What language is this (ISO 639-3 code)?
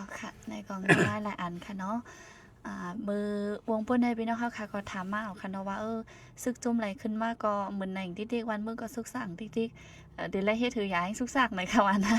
shn